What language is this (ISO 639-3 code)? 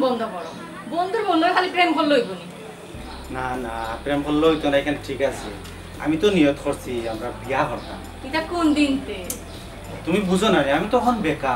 syl